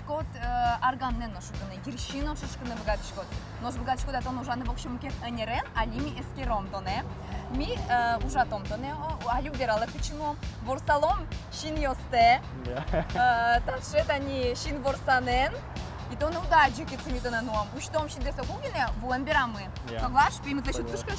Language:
Udmurt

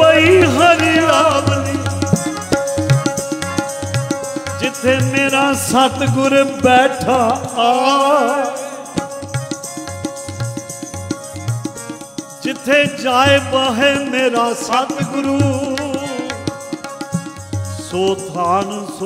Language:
Punjabi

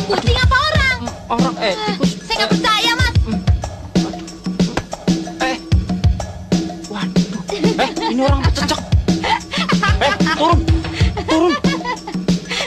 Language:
Indonesian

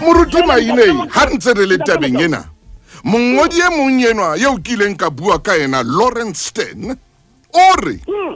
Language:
Southern Sotho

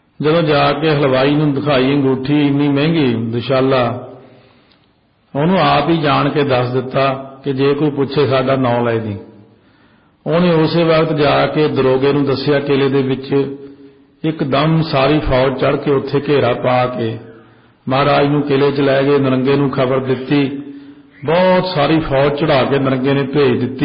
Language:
Punjabi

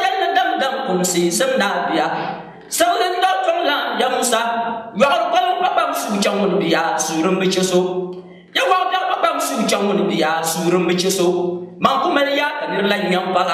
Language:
Dagbani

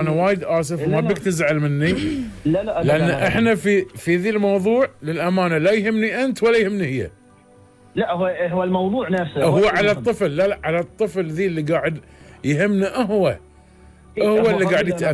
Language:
Gulf Arabic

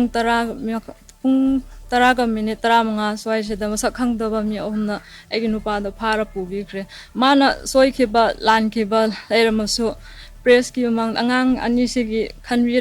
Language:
Manipuri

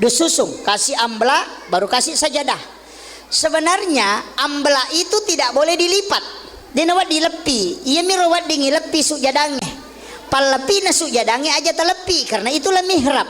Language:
Buginese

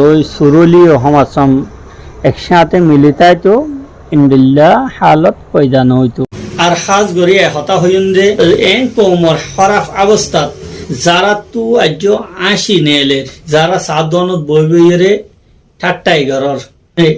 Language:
Rohingya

